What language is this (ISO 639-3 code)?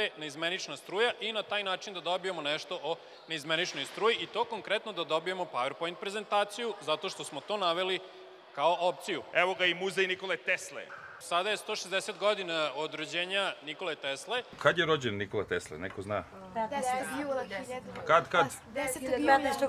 srp